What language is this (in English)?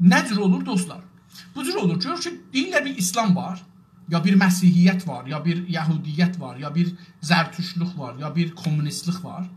South Azerbaijani